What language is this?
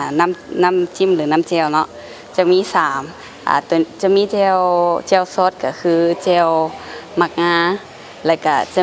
Lao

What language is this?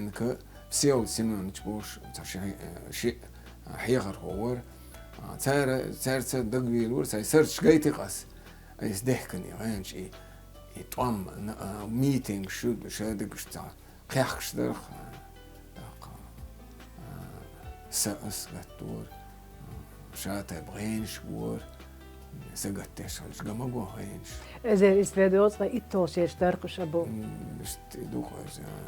Chechen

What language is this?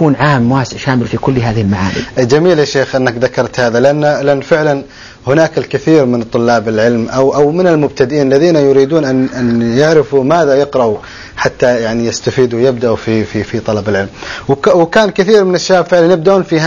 Arabic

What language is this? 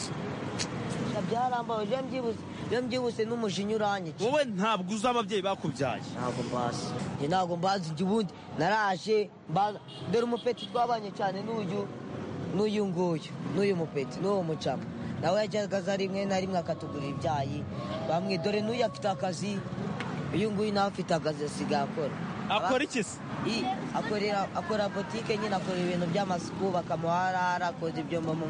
Kinyarwanda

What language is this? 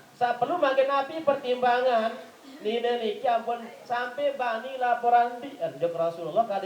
Sasak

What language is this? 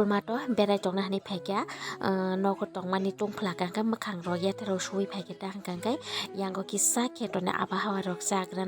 Kok Borok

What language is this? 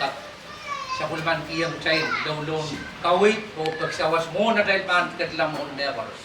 Pohnpeian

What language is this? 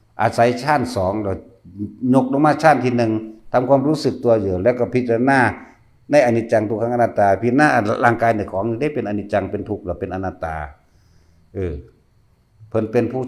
Northeastern Thai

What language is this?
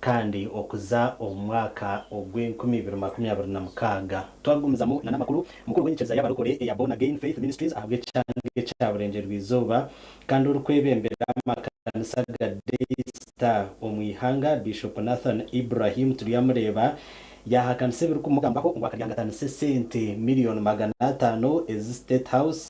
Nyankole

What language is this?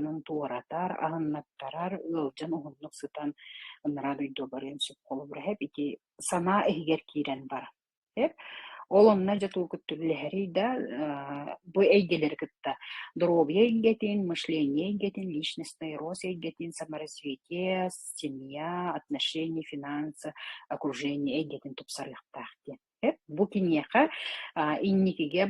Yakut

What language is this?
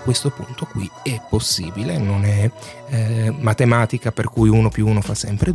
Italian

